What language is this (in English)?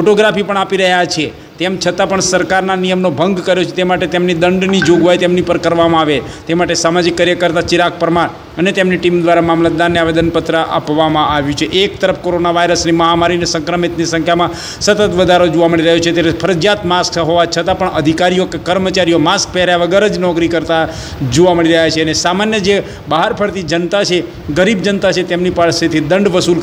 Gujarati